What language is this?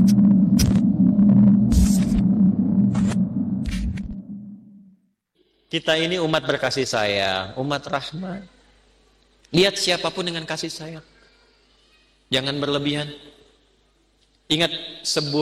Indonesian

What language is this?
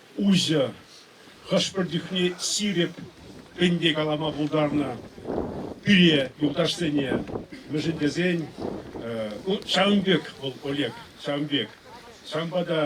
Chuvash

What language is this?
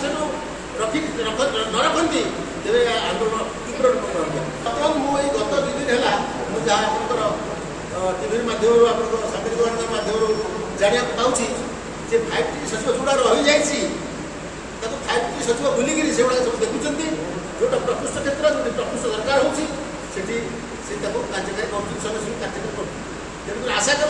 Odia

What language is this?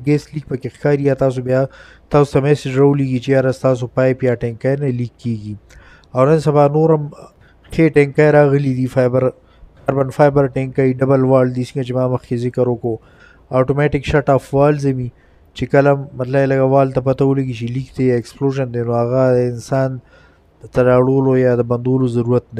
Pashto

